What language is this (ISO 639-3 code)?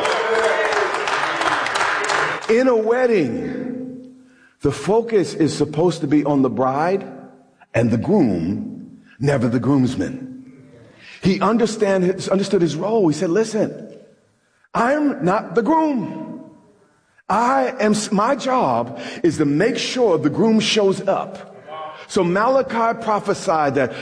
eng